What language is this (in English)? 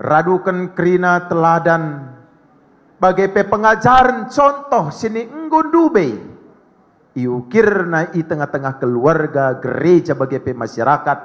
Batak Karo